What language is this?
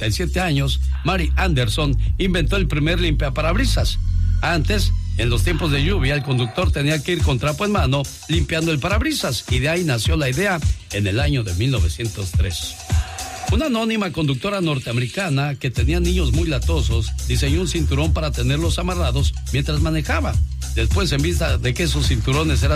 Spanish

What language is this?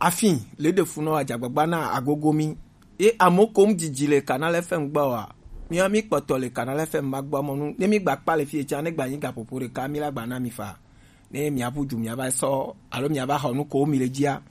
Gen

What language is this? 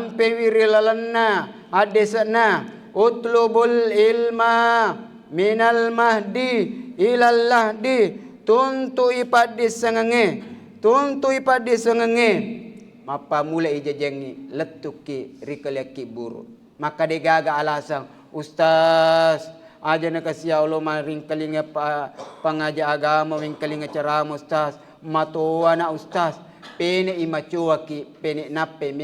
Buginese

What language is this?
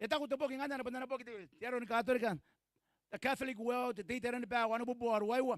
Gilbertese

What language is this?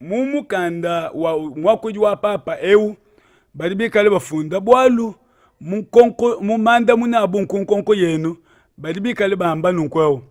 Luba-Lulua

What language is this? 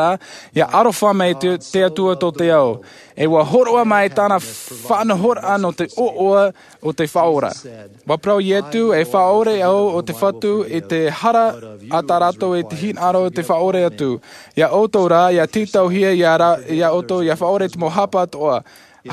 Tahitian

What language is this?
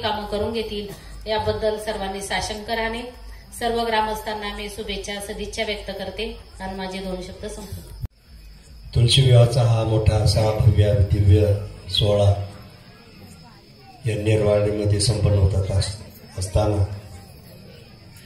Marathi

